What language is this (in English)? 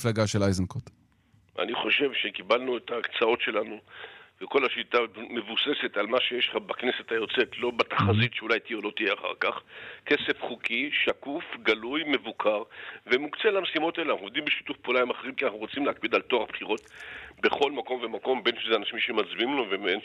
Hebrew